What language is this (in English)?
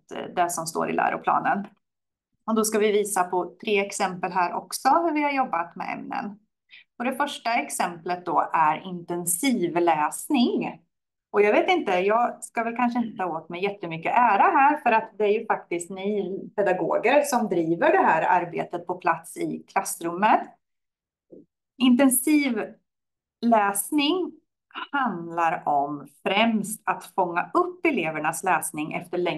Swedish